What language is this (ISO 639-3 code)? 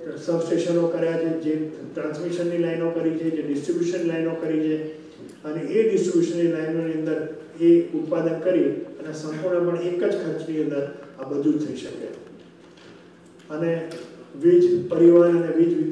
guj